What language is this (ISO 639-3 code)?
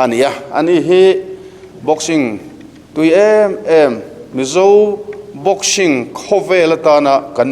lus